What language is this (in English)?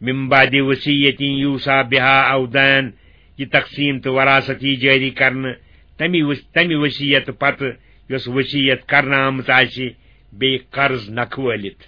Kashmiri